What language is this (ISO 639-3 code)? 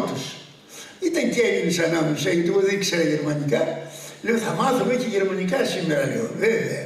ell